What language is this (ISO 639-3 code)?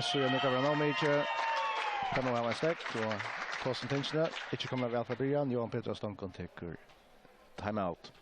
fao